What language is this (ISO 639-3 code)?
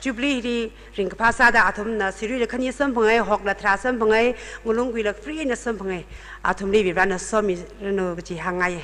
nmf